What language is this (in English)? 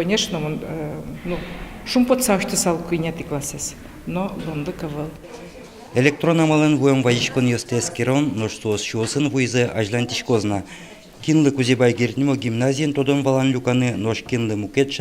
Udmurt